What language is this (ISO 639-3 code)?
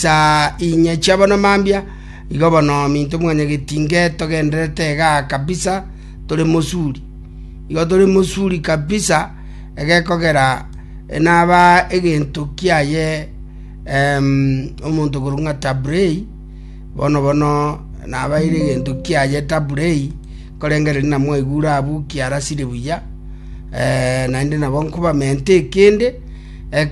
guz